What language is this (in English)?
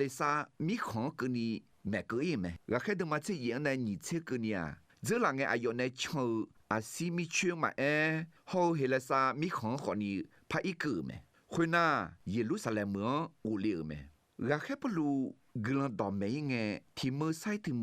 Akha